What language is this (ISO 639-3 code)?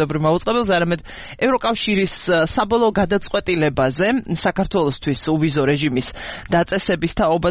kat